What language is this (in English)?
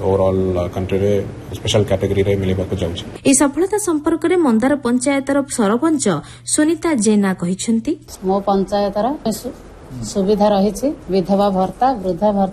Odia